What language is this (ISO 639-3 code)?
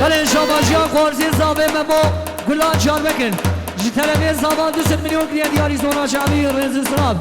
kur